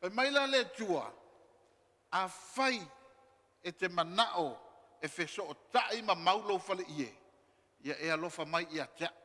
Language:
Samoan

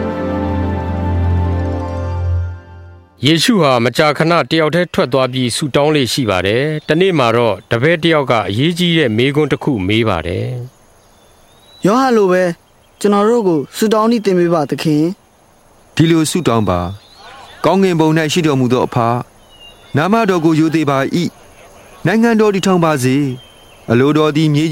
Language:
Burmese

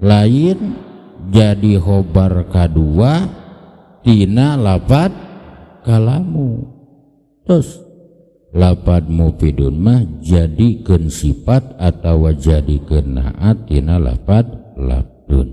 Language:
Sundanese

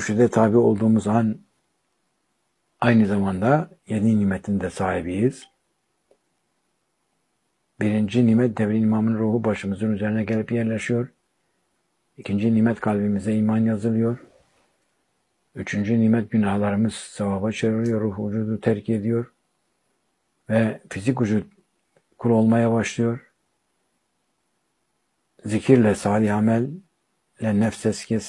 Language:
Turkish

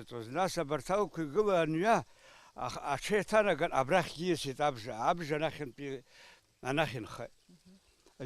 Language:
Abkhazian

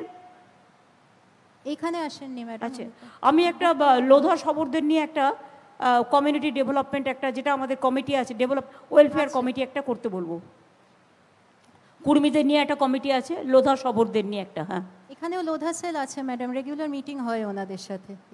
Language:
Bangla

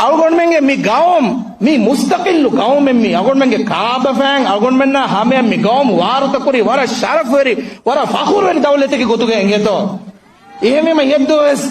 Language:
Divehi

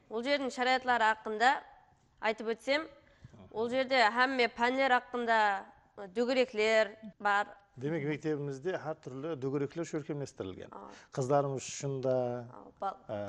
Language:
Kara-Kalpak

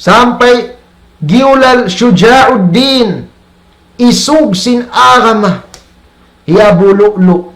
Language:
Tausug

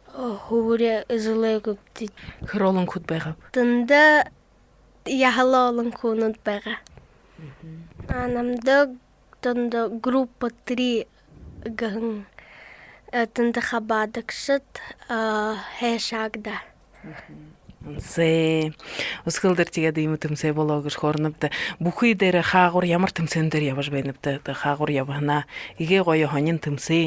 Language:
Buriat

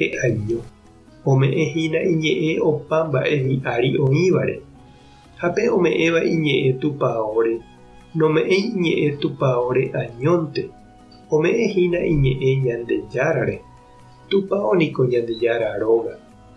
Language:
Guarani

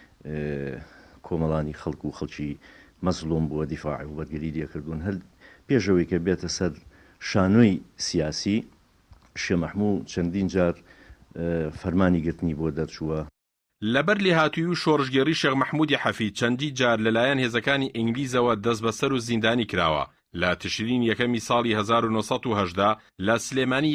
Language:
Central Kurdish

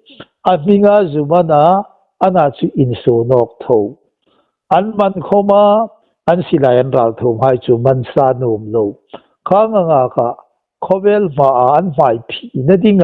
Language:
Hmar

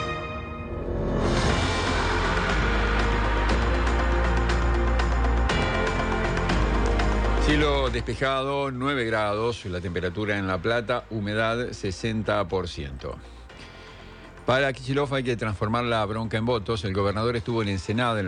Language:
Spanish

